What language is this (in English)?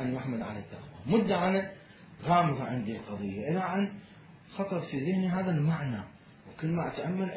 Mesopotamian Arabic